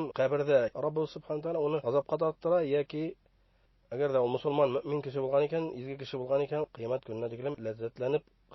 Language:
Bashkir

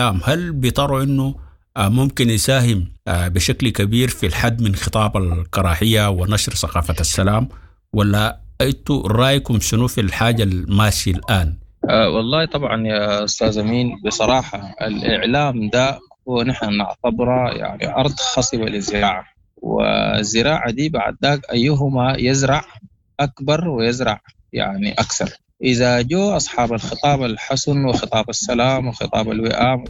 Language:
Sudanese Arabic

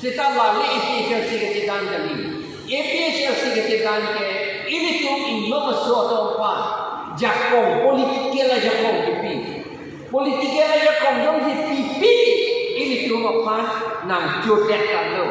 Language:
Karbi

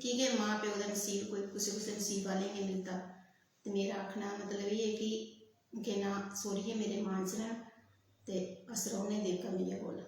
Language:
Dogri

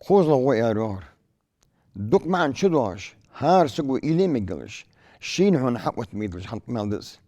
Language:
Ingush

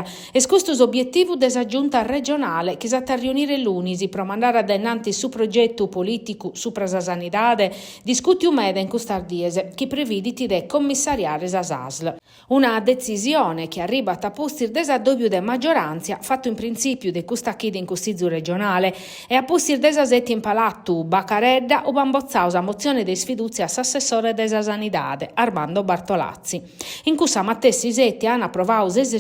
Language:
Sardinian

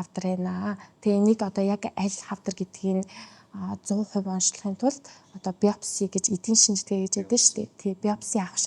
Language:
Mongolian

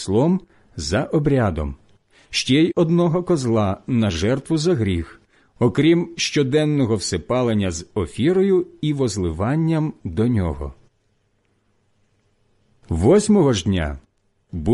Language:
Ukrainian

